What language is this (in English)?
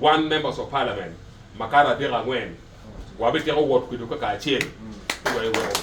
Acoli